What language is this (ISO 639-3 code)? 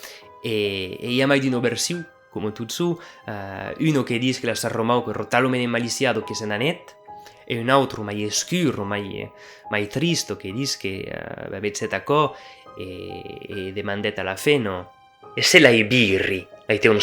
oci